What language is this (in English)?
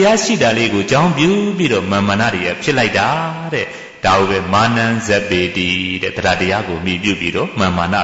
Burmese